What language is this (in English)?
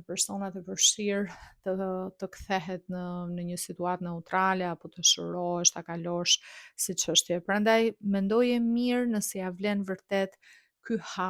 Albanian